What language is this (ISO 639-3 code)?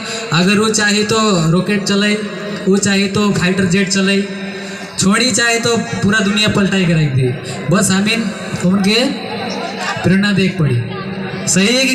sck